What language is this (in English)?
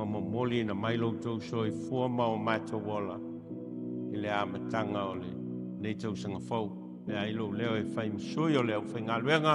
Samoan